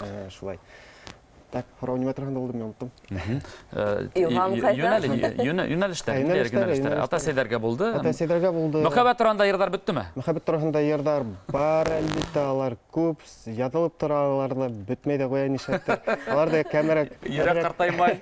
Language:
Bashkir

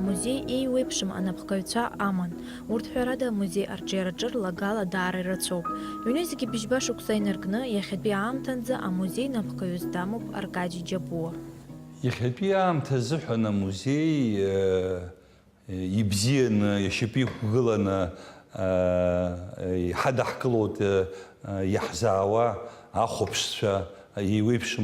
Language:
Abkhazian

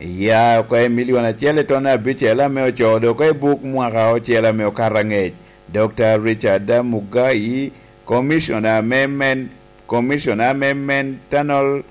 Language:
Lango (Uganda)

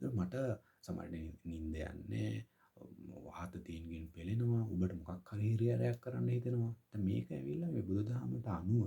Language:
Sinhala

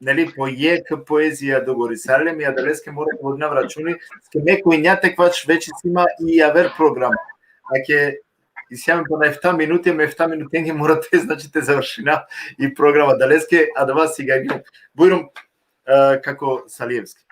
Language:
Balkan Romani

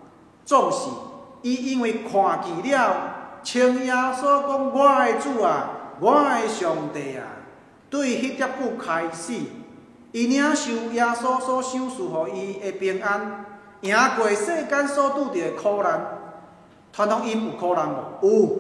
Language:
Min Nan Chinese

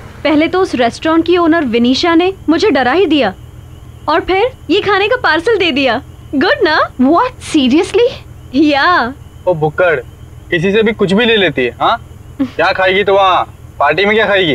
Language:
Hindi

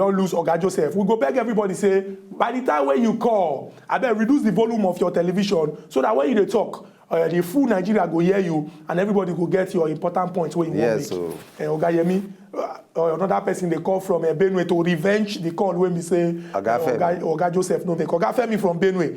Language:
Nigerian Pidgin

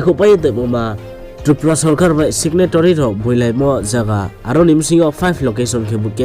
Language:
Riang (India)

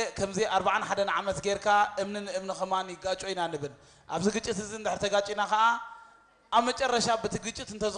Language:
Tigrinya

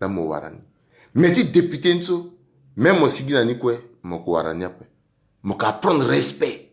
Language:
Sango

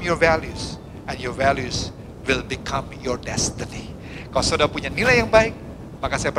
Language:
Indonesian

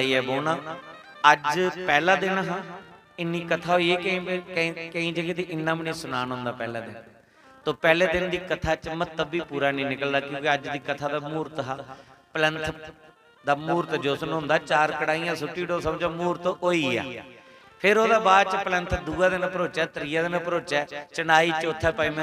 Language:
Dogri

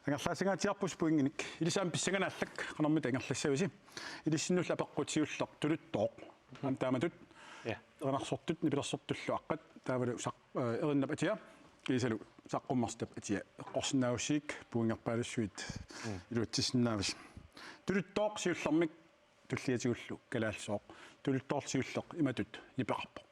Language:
Kalaallisut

